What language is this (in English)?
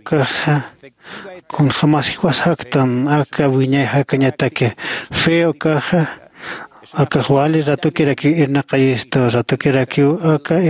Aymara